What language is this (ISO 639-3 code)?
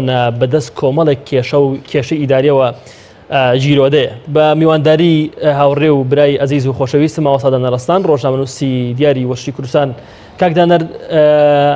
ckb